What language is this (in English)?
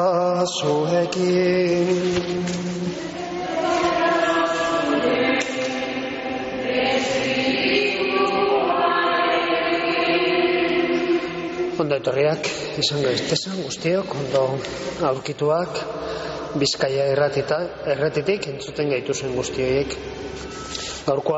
Basque